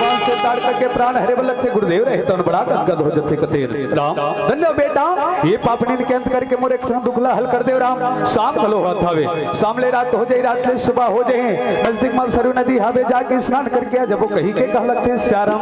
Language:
Chhattisgarhi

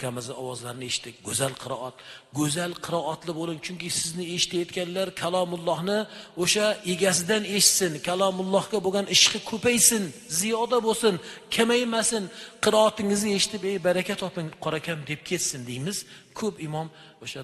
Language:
Uzbek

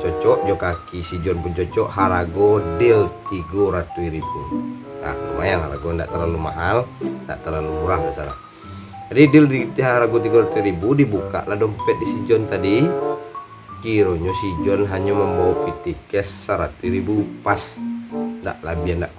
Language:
Minangkabau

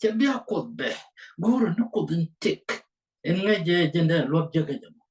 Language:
Nuer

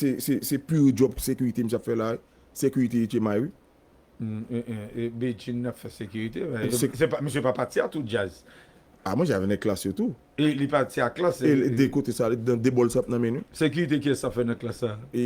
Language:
Haitian Creole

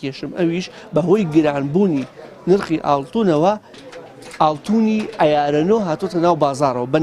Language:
Central Kurdish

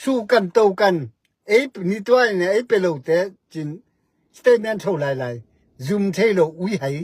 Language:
Tedim Chin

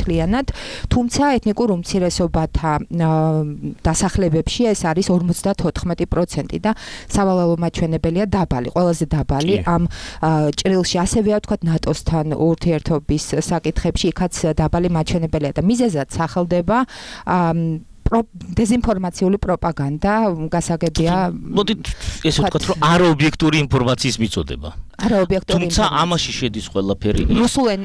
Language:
Georgian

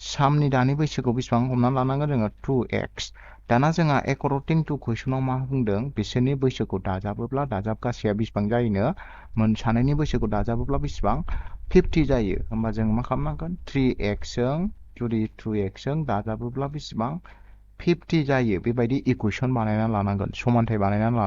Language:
Bodo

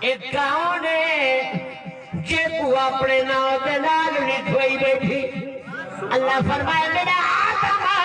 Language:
Saraiki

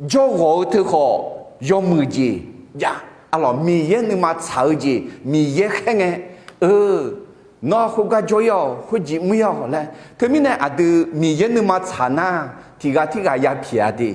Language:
Akha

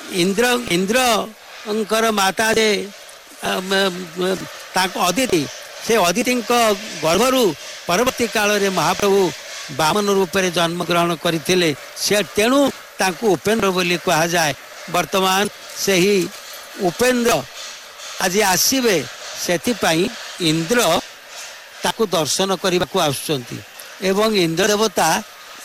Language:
Odia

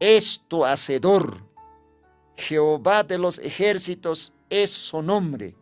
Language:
Aymara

